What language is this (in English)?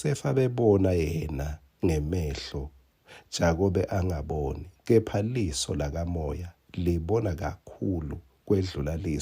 Swati